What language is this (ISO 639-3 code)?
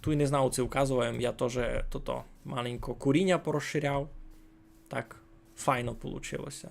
rue